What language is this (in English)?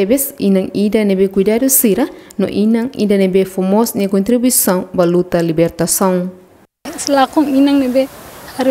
Tetum